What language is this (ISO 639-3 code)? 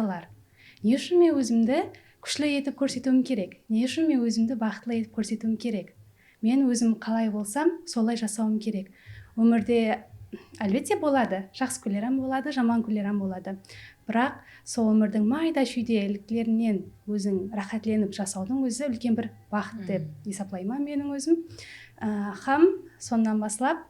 kaa